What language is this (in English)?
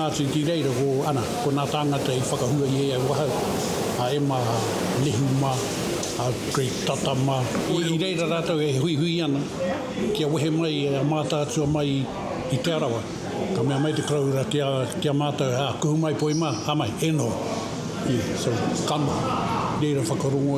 Māori